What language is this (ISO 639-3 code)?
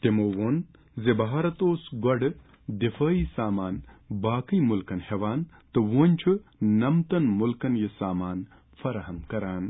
kas